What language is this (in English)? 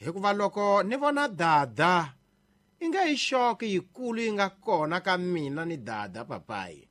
Tsonga